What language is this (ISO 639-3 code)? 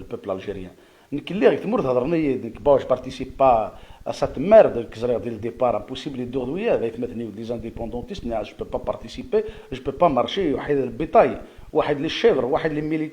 kab